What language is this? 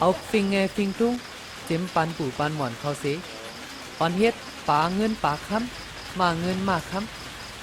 Shan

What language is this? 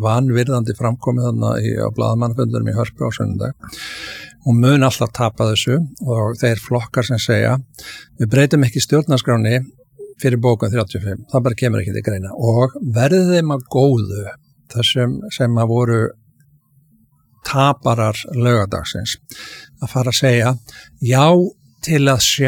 Icelandic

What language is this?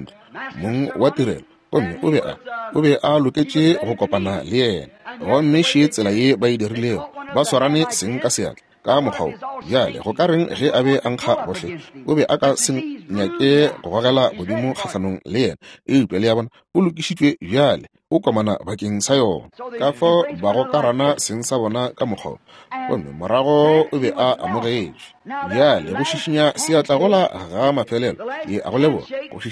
Northern Sotho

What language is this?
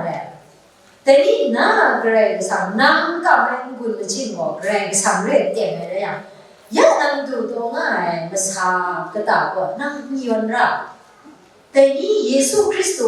Kachin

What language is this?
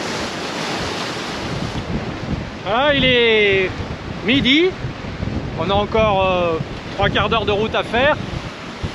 French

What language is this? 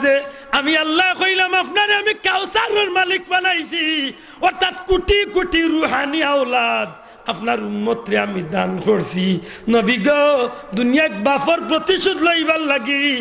Sylheti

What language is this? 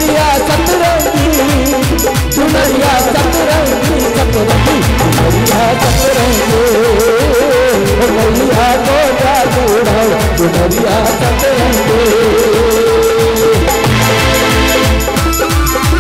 Hindi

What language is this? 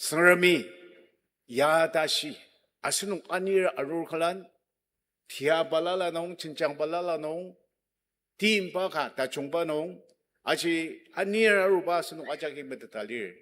Ao Naga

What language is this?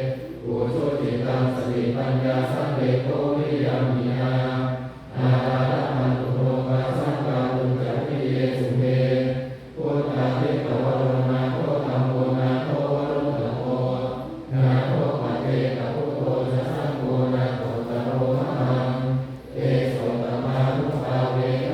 Pali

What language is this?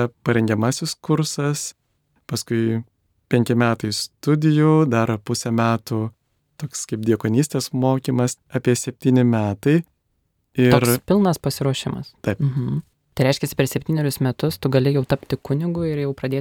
Lithuanian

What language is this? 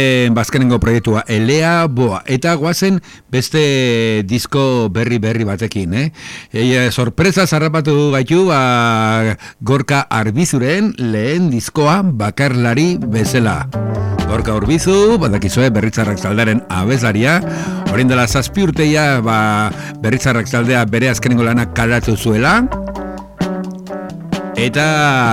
Basque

